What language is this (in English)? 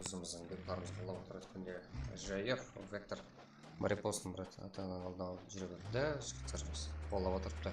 Kara-Kalpak